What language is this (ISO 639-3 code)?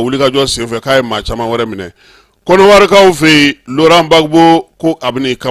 bam